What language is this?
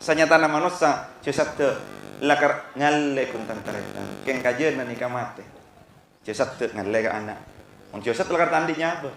Madurese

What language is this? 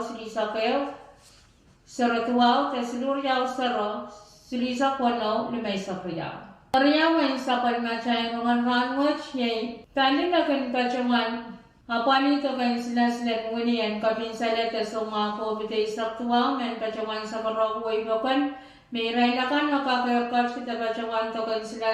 Pohnpeian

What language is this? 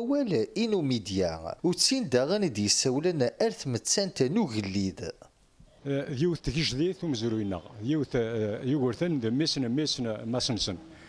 Kabyle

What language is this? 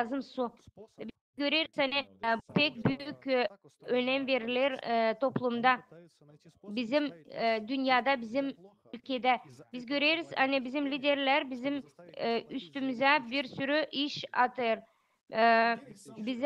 Gagauz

